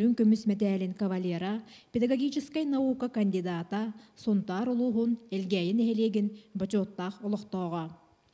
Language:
Yakut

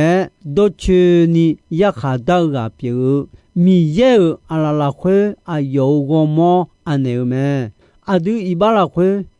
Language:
Akha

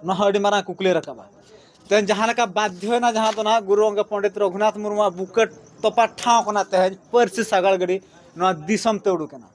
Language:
Santali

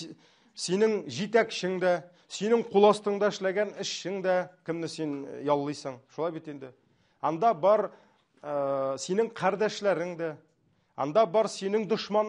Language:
Tatar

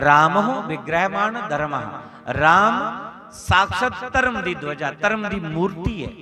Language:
Dogri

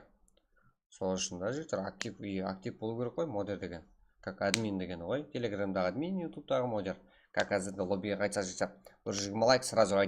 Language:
Kara-Kalpak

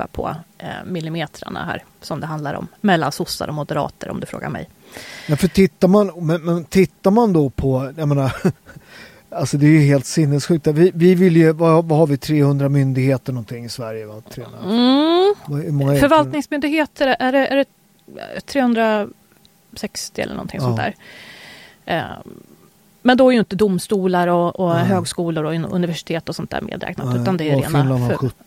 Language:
Swedish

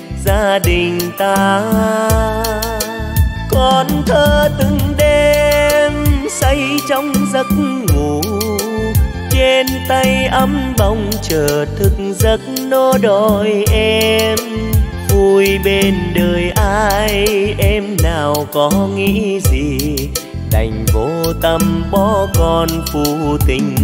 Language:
Vietnamese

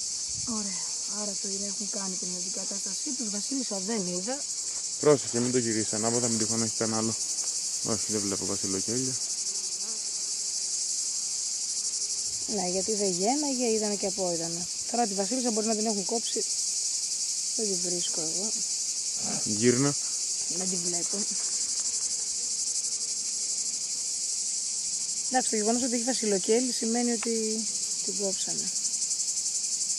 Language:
Greek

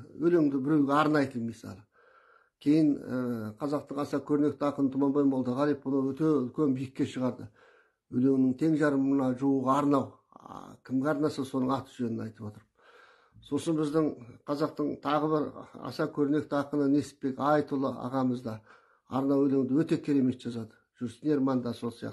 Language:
Kazakh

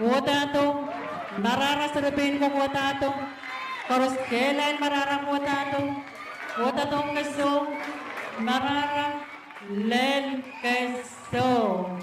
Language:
Pohnpeian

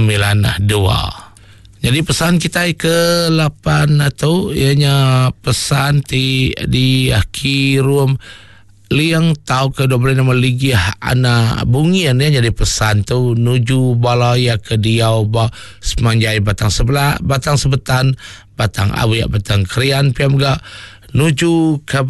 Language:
Iban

